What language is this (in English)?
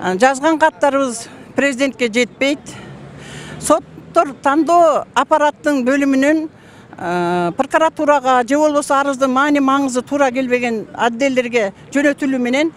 Kyrgyz